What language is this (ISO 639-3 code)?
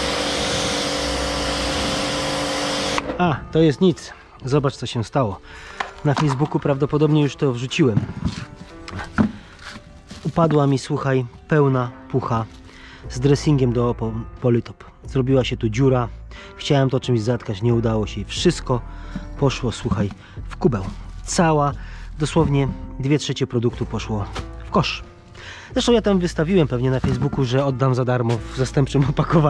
pol